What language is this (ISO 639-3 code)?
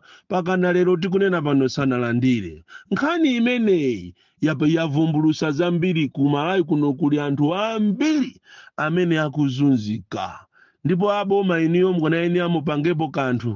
nya